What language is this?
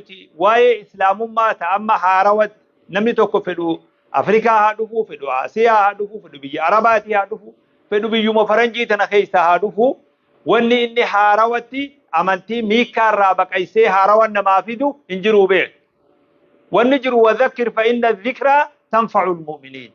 Oromo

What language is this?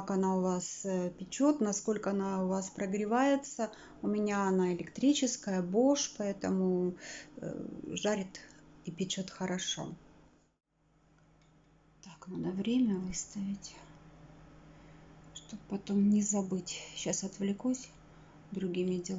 Russian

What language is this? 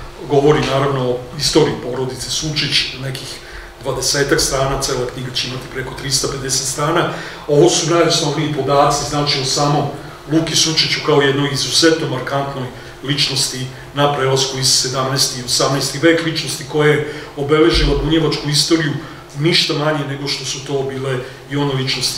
Serbian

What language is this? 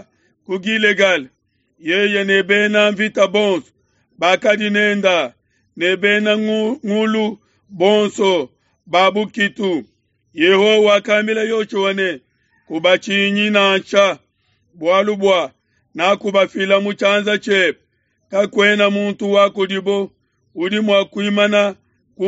Luba-Lulua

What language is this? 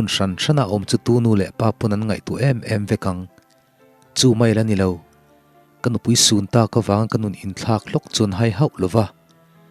Mizo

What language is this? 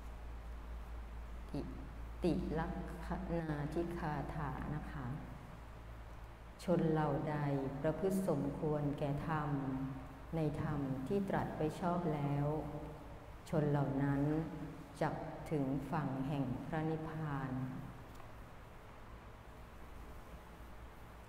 Thai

